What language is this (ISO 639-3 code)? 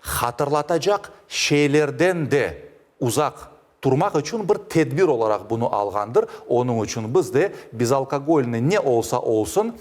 crh